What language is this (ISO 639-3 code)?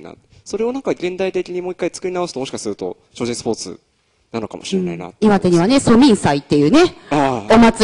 jpn